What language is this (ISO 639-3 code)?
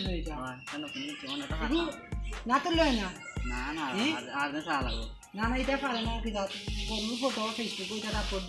syl